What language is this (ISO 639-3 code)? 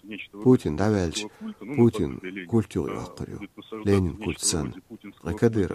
che